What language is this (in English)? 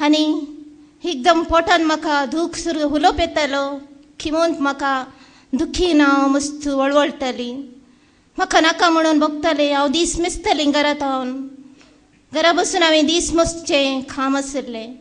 Konkani